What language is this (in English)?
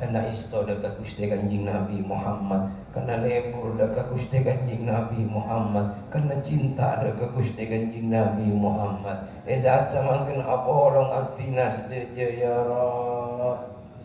Madurese